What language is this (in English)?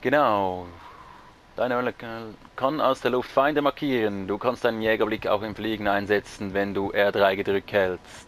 Swiss German